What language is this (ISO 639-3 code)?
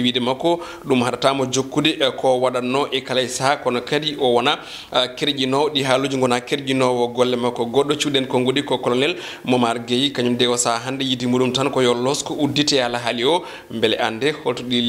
ful